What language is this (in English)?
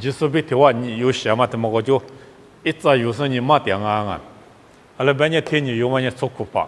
Lisu